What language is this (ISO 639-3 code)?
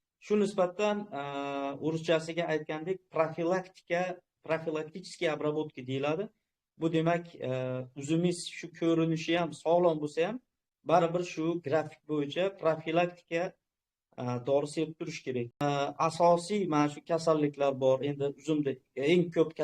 uzb